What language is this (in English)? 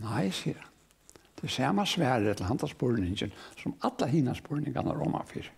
Faroese